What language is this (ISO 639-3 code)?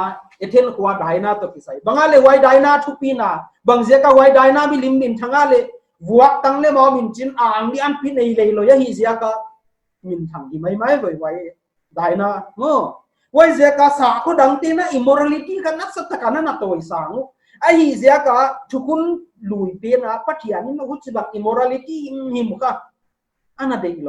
pck